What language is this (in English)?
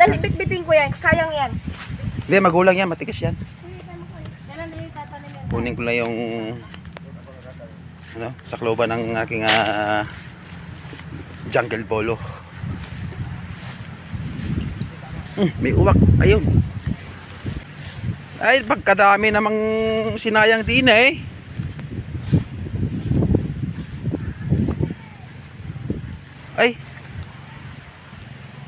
Filipino